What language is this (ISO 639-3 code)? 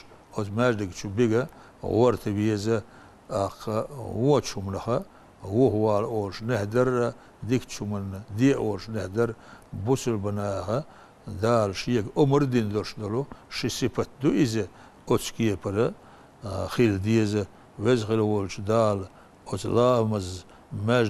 che